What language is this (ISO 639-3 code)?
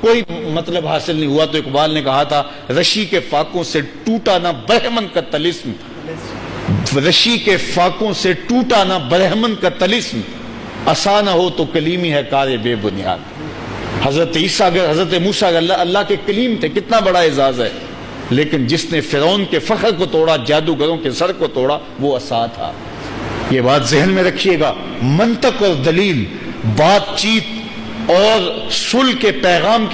urd